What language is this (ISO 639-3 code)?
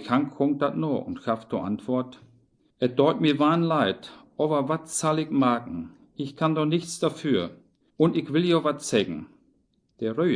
wep